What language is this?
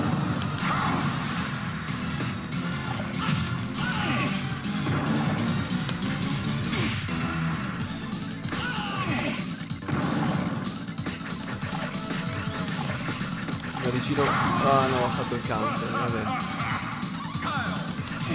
Italian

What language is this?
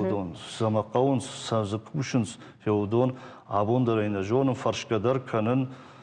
Ossetic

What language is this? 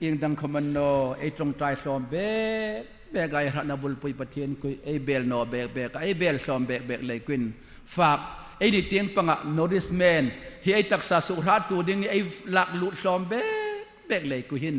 Hmar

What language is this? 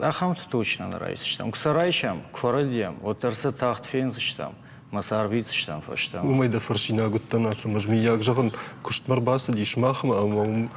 Ossetic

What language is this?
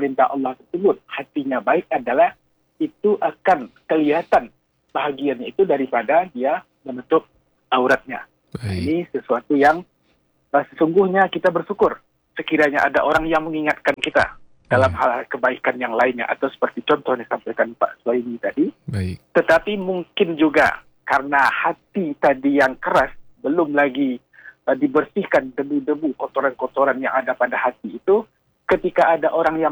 Indonesian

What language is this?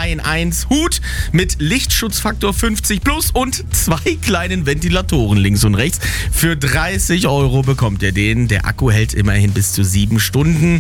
German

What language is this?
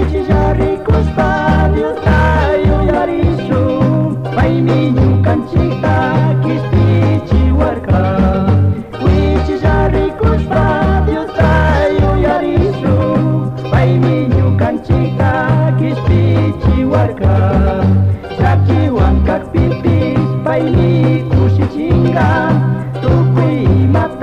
Chimborazo Highland Quichua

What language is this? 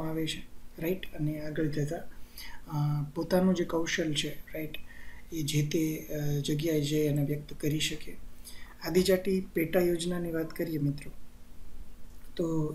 Gujarati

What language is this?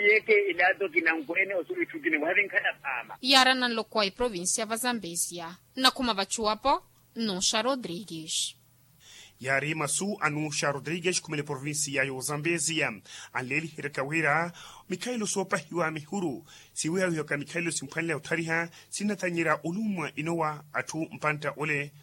Makhuwa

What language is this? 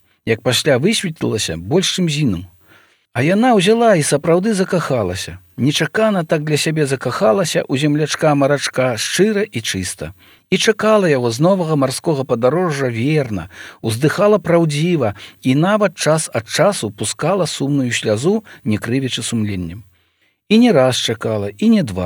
Belarusian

